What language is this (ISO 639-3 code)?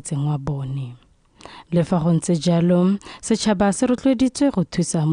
tsn